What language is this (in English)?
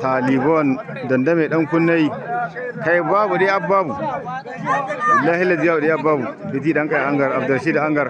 Hausa